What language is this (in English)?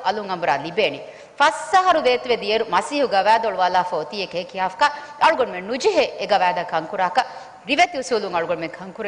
Divehi